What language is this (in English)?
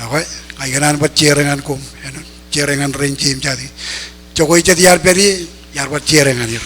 Marshallese